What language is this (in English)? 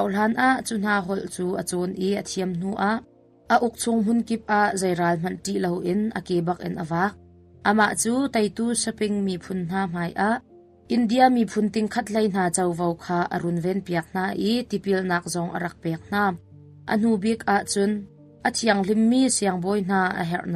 Hakha Chin